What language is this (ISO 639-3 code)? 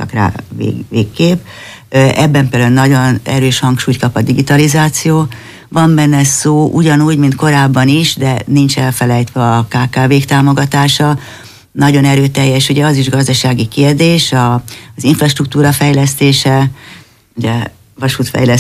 hun